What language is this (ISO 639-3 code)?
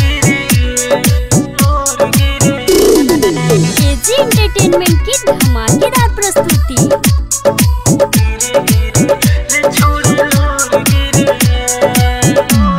bho